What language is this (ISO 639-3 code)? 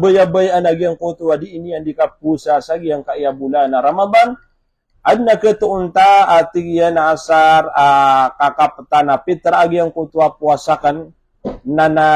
mrw